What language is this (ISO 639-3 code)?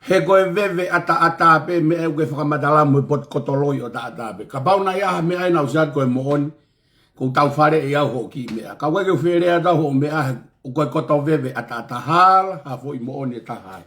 ton